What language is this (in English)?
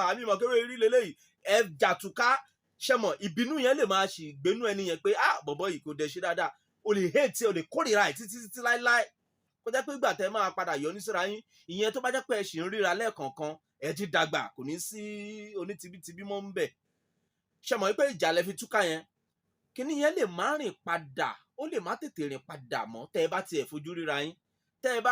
Yoruba